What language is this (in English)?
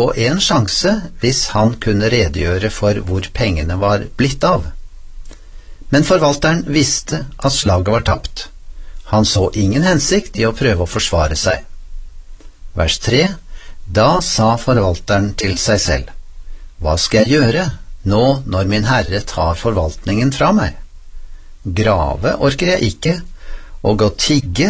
Norwegian